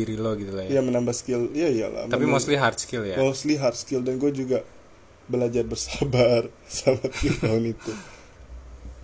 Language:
Indonesian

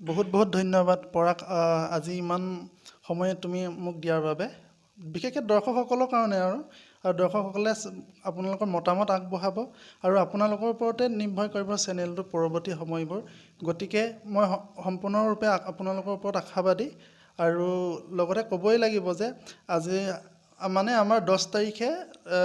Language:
Assamese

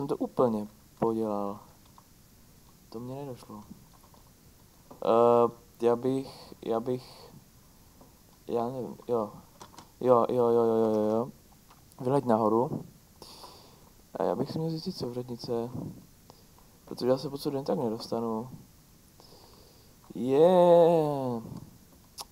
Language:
Czech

